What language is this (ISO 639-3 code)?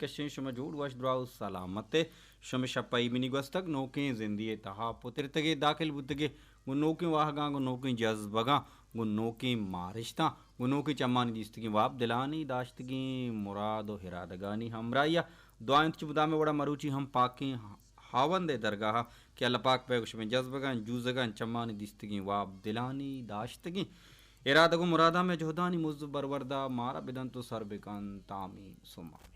bal